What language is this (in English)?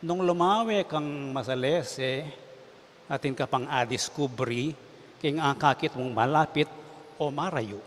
Pampanga